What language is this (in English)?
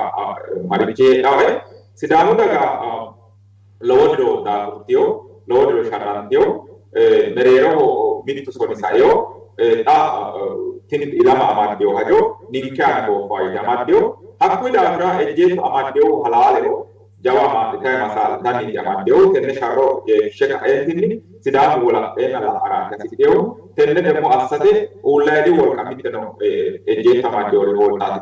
Sidamo